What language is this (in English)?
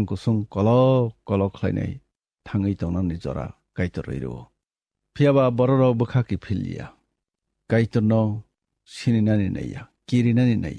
Kok Borok